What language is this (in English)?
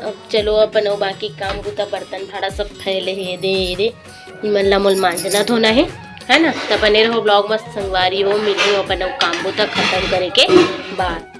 Chhattisgarhi